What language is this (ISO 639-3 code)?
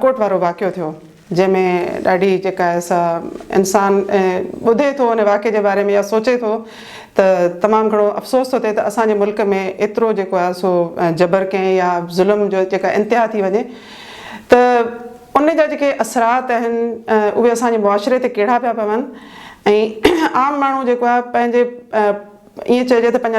snd